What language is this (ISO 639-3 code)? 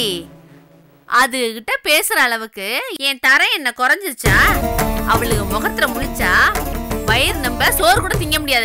tam